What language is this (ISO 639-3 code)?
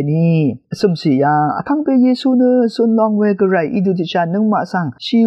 raw